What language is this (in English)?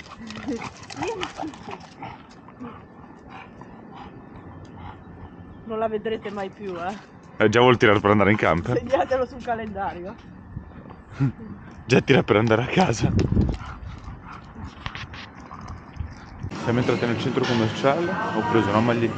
Italian